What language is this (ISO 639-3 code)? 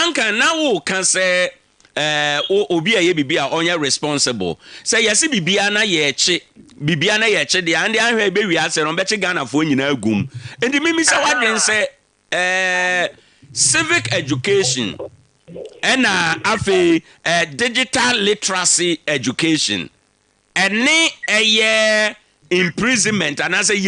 aka